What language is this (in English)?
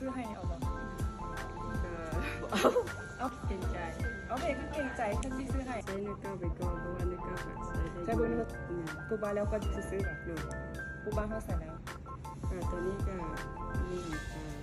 Lao